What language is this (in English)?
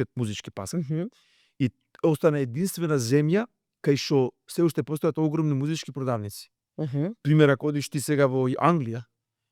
Macedonian